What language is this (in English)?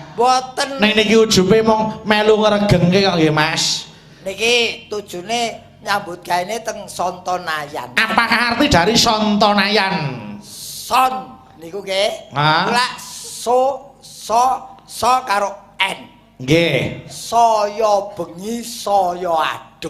Javanese